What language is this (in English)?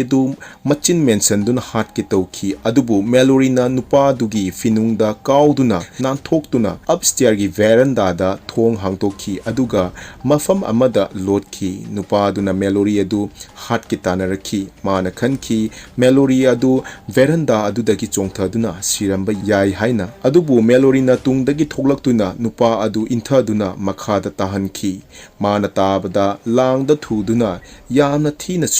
Manipuri